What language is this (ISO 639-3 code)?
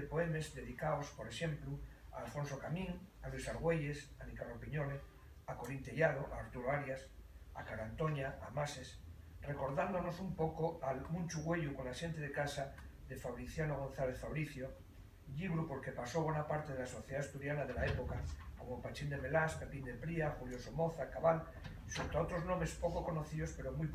ast